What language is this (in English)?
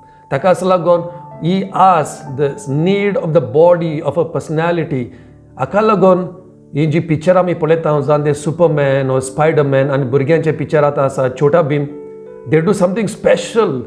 Konkani